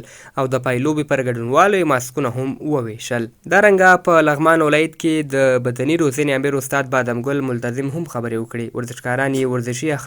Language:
Pashto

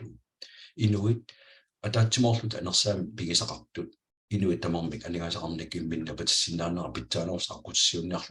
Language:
Kalaallisut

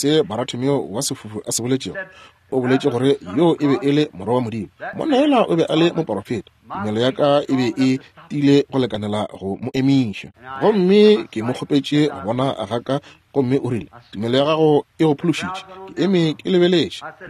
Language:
Northern Sotho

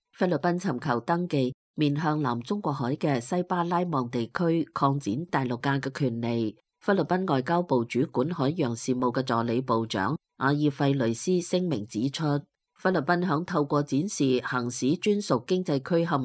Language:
Cantonese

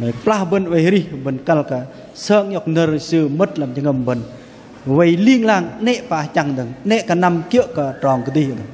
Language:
Bahnar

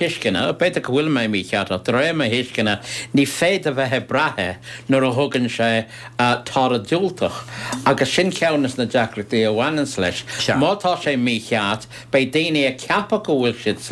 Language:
Irish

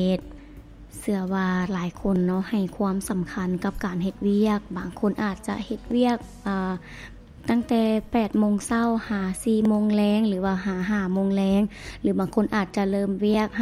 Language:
Lao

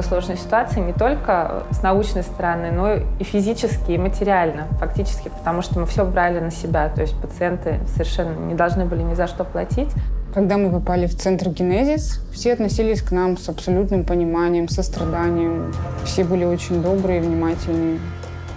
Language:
Russian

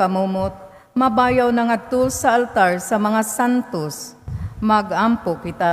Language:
Cebuano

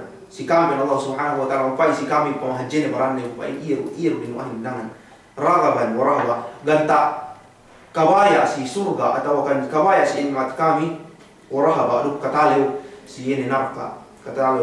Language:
Yakan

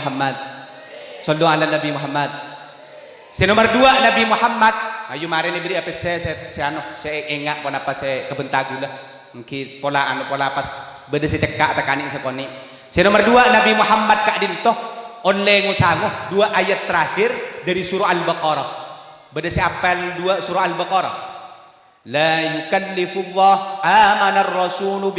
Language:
Madurese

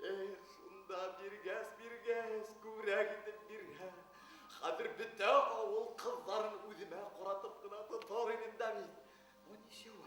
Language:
Bashkir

